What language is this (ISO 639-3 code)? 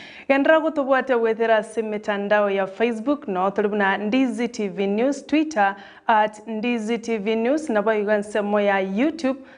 guz